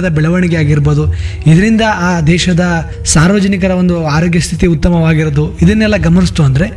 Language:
Kannada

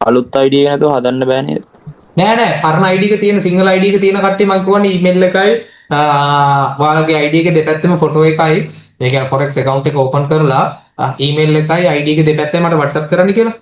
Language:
Sinhala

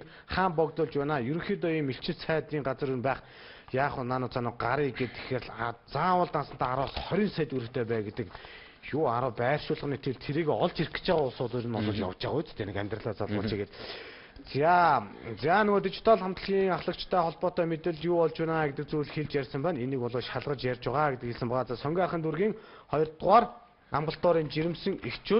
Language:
Mongolian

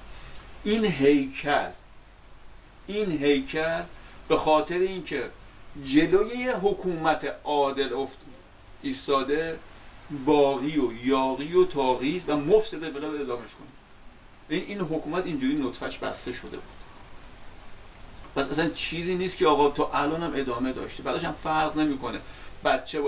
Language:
Persian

